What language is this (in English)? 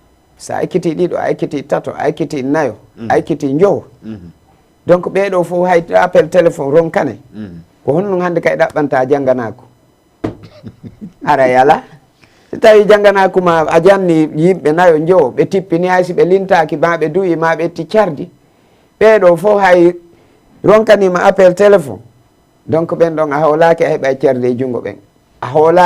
Fula